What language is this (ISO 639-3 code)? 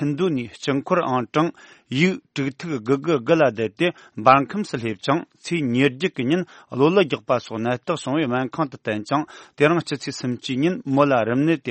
bod